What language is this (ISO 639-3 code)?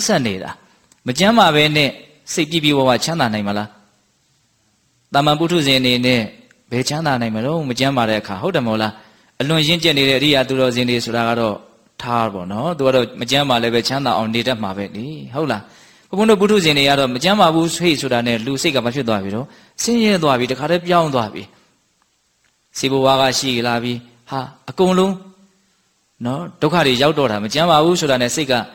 mya